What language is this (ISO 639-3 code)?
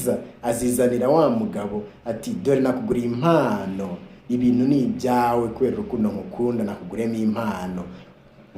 kin